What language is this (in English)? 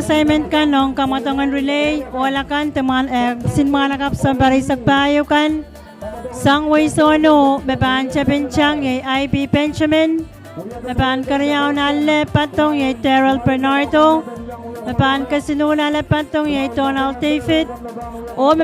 Pohnpeian